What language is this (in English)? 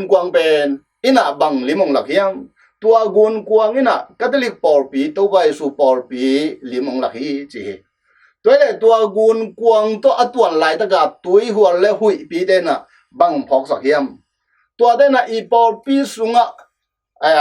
Tedim Chin